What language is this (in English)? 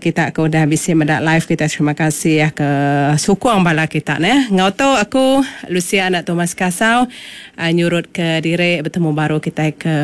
Iban